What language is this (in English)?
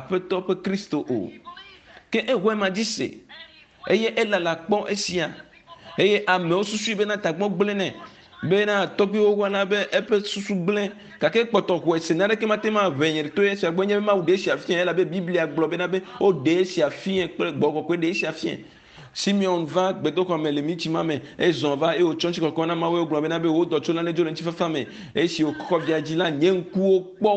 Ewe